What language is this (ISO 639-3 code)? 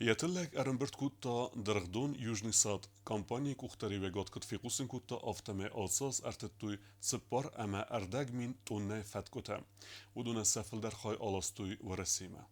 oss